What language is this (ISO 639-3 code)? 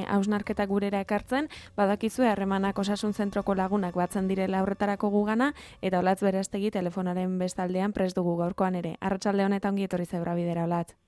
eus